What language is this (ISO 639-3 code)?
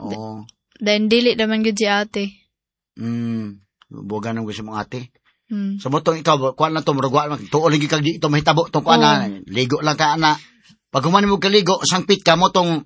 ceb